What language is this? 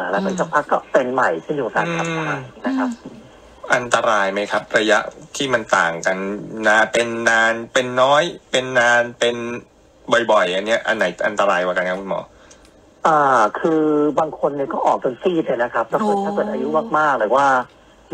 Thai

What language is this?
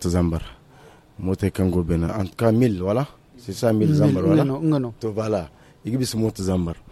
Zarma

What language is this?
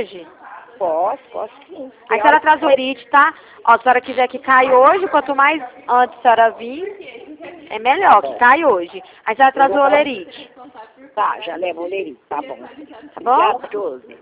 Portuguese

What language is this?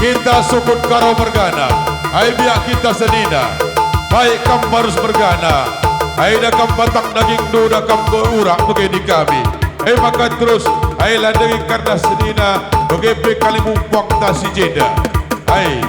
Batak Karo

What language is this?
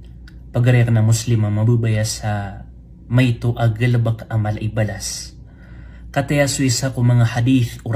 Maranao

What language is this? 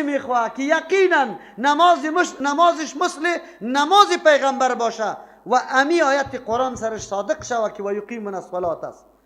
Persian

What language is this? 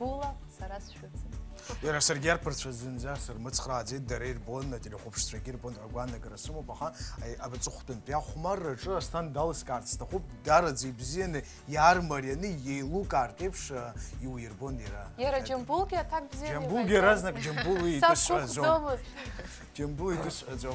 Abkhazian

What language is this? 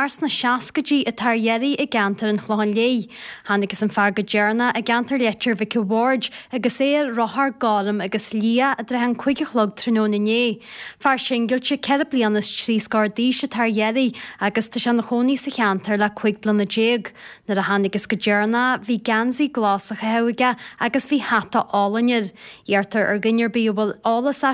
Irish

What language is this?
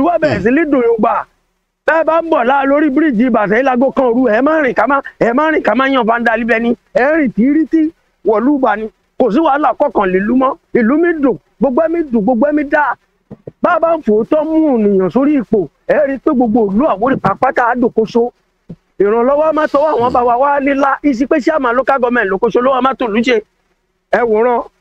Yoruba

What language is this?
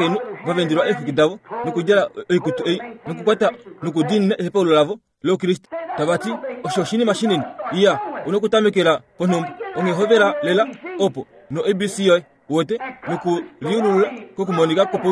Kuanyama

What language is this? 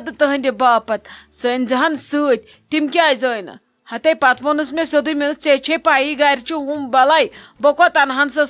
Kashmiri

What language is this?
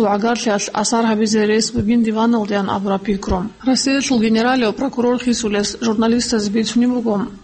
Avaric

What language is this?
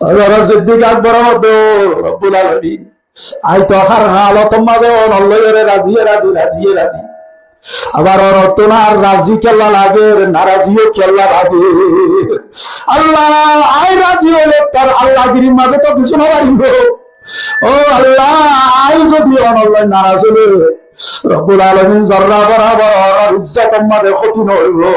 Rohingya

